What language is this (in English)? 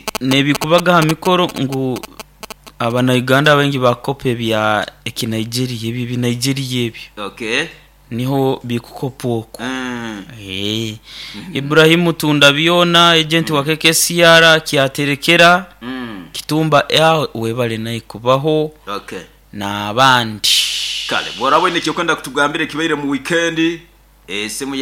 Nyoro